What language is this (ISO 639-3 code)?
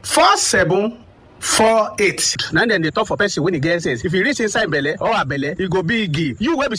pcm